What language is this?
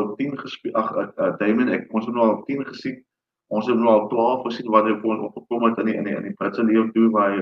Afrikaans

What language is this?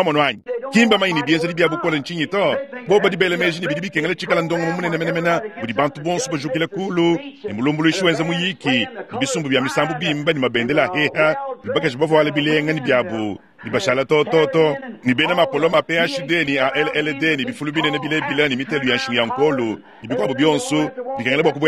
Luba-Lulua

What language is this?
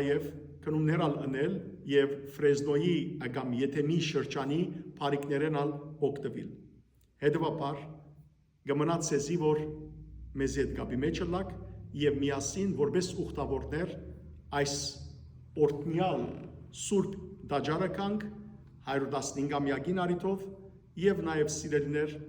Western Armenian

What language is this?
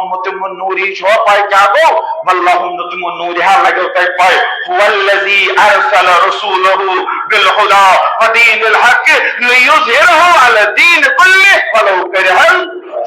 Kashmiri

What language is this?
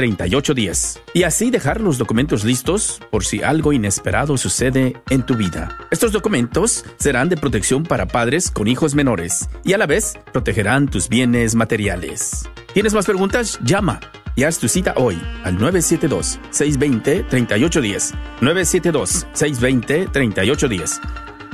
Spanish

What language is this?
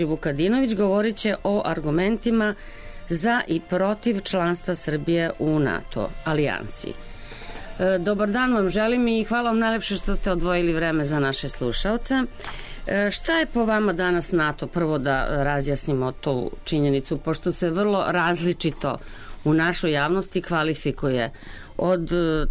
Serbian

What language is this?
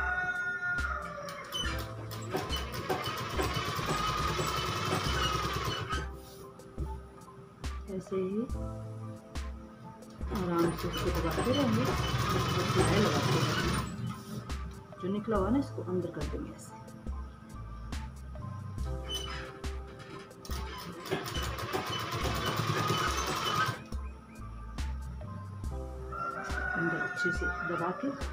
Hindi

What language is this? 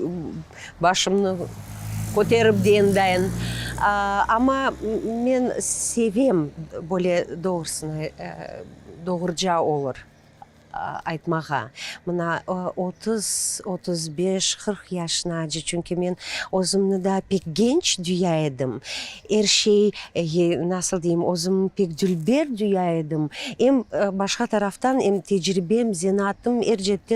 Crimean Tatar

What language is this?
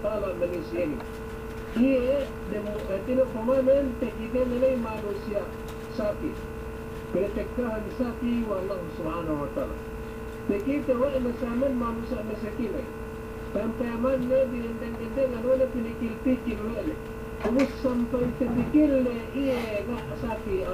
Yakan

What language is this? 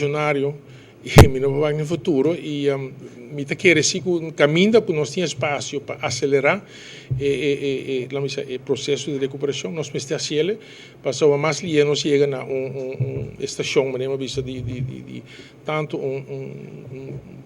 Papiamento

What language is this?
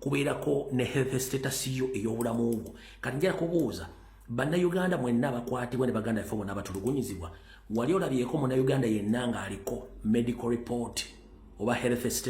Ganda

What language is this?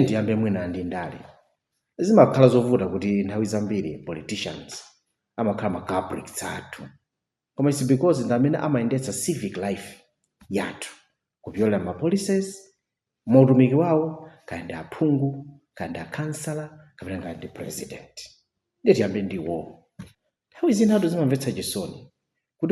Nyanja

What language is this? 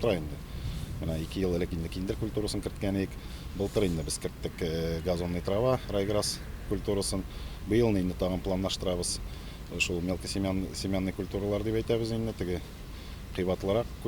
Tatar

